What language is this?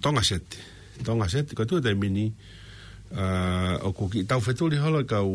Tongan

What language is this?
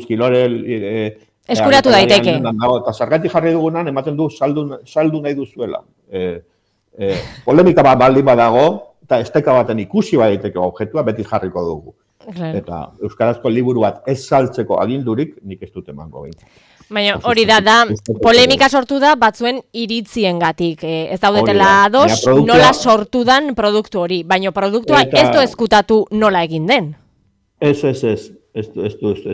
Basque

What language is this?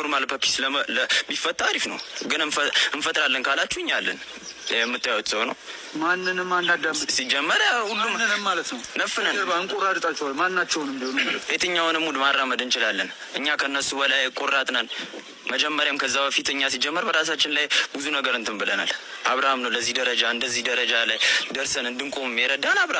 Amharic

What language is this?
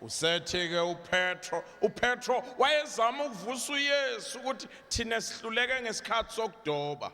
Zulu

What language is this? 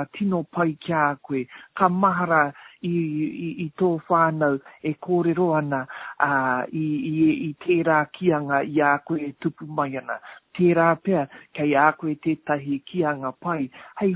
Māori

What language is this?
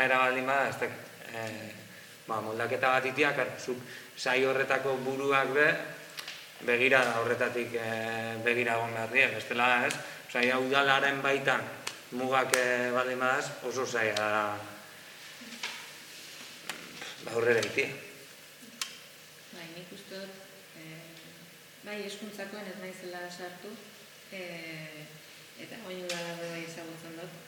Basque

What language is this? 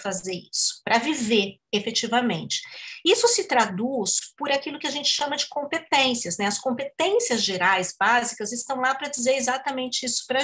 Portuguese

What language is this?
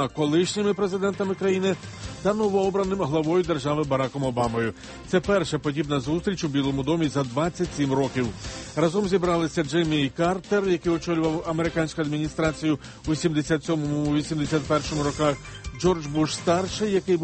Ukrainian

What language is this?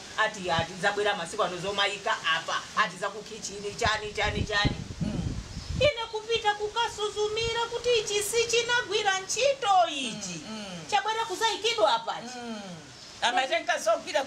Nyanja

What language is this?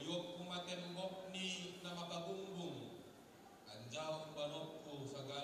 Batak Simalungun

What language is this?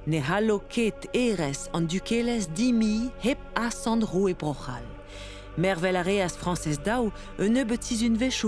Breton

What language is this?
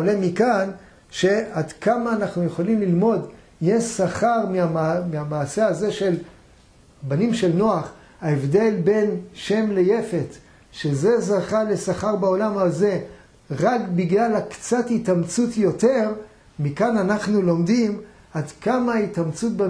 Hebrew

